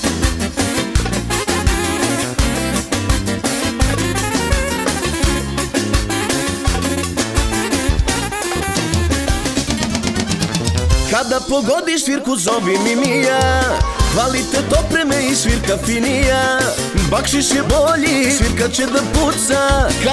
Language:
Serbian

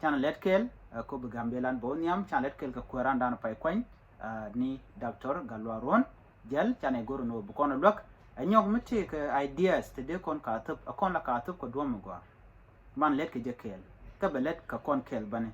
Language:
Nuer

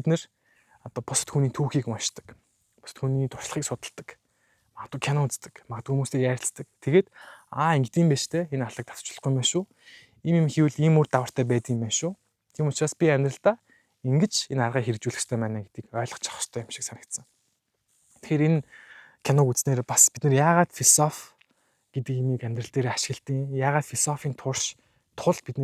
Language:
Mongolian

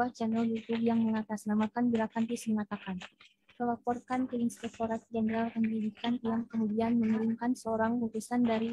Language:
Indonesian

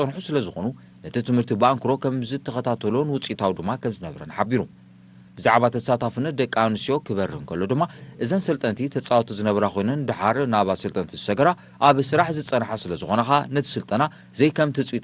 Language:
Tigrinya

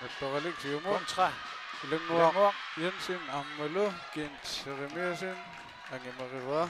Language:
Kalaallisut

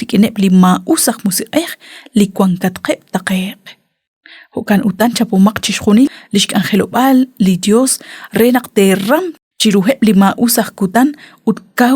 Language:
Kekchí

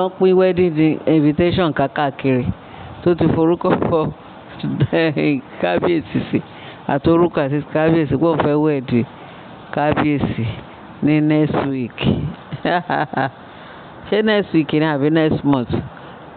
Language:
Yoruba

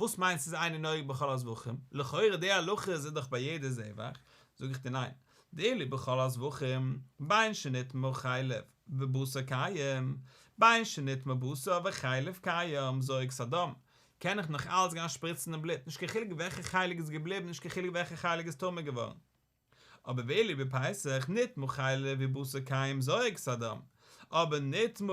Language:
Yiddish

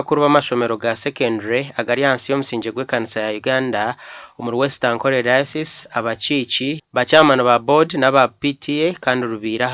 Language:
Nyankole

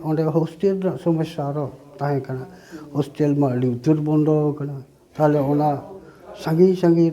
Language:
Santali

